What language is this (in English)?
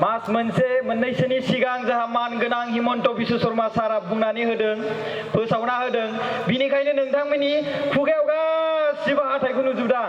Bodo